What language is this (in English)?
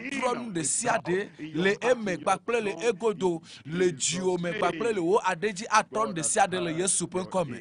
Ewe